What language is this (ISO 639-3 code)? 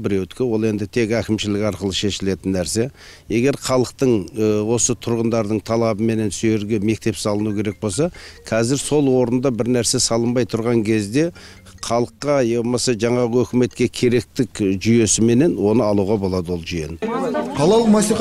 kaz